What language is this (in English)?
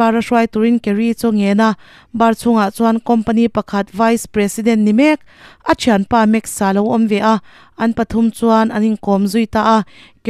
Mizo